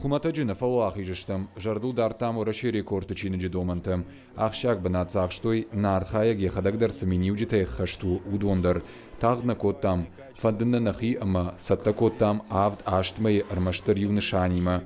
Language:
Ossetic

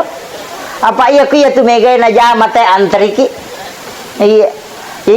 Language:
Buginese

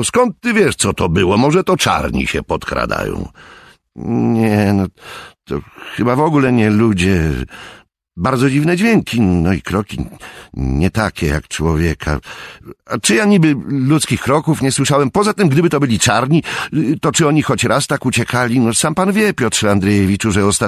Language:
Polish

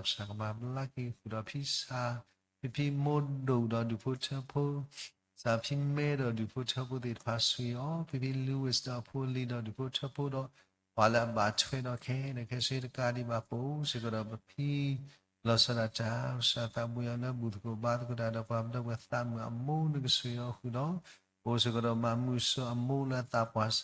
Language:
S'gaw Karen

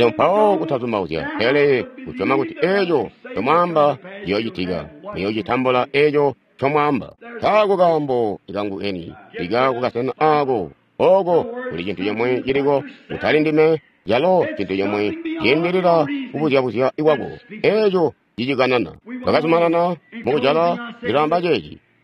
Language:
Tonga (Zambia)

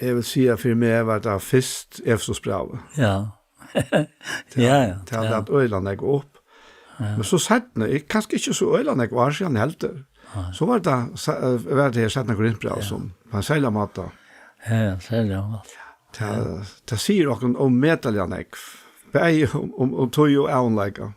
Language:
Faroese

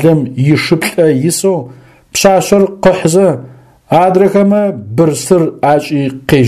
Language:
Adyghe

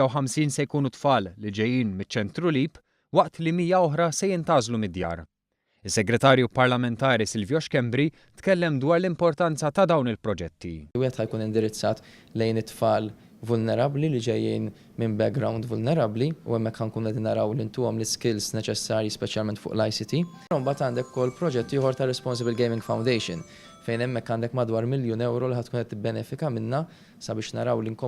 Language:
Maltese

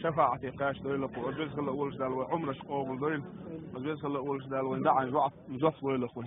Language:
Chechen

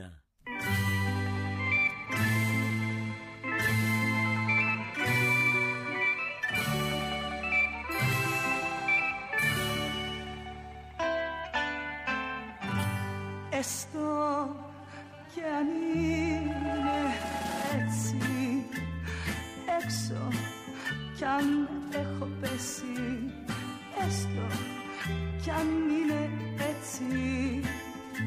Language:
Greek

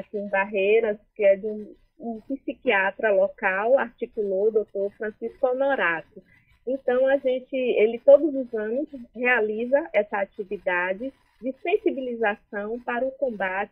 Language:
Portuguese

